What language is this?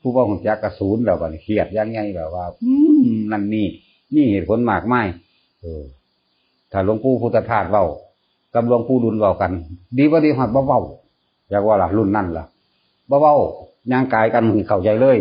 Northeastern Thai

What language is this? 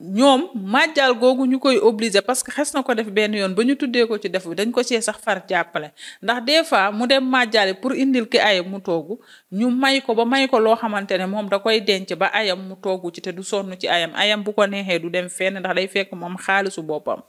Wolof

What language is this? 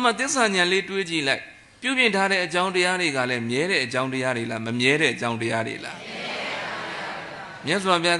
Burmese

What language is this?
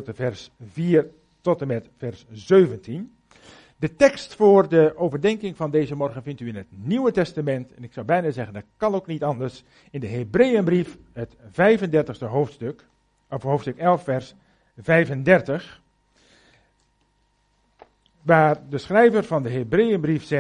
Dutch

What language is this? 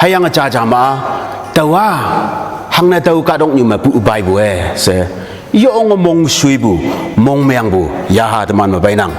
Konyak Naga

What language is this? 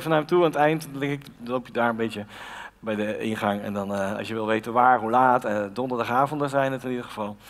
Dutch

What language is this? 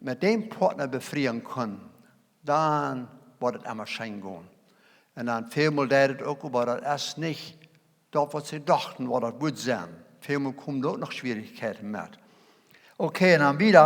Plautdietsch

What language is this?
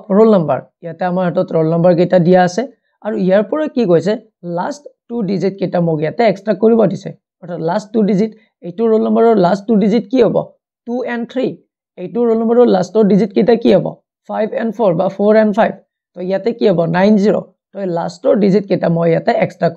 Assamese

